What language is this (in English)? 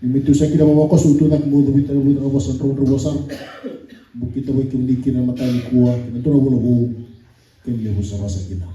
Fijian